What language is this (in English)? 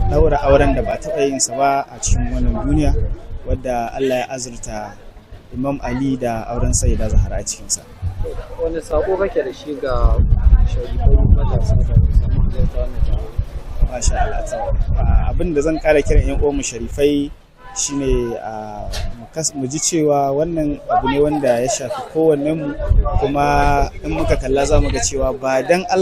Hausa